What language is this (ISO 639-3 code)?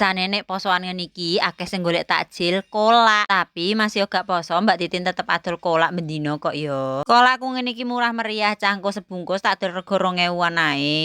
jav